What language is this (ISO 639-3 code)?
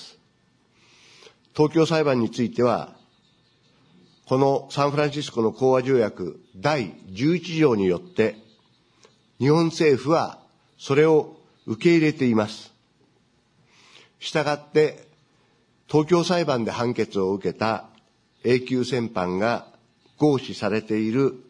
jpn